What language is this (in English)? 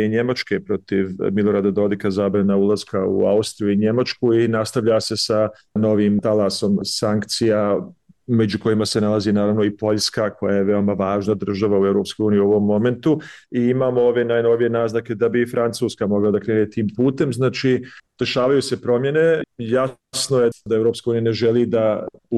Bosnian